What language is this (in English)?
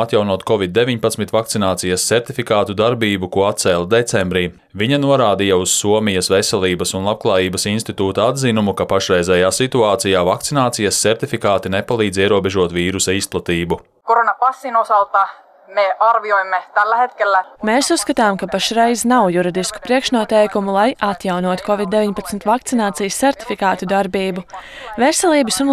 Latvian